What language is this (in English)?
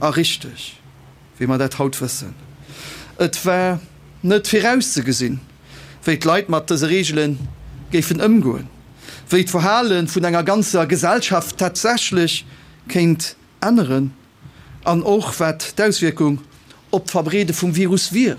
Luxembourgish